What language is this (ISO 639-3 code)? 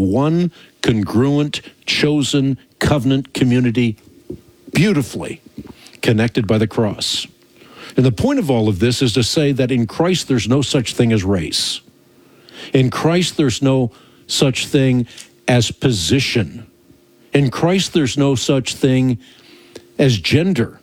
eng